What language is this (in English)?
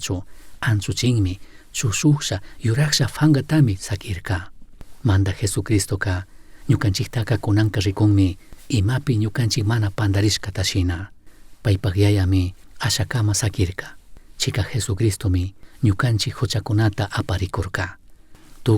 Chimborazo Highland Quichua